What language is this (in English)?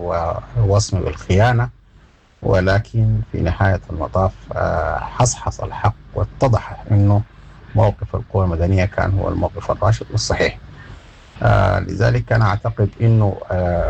Sudanese Arabic